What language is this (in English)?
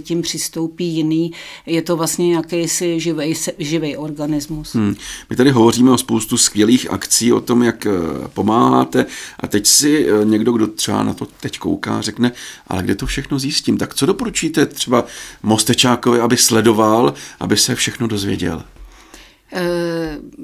Czech